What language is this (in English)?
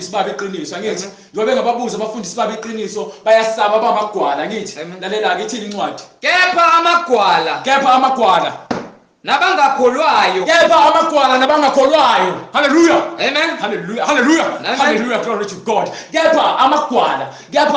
Zulu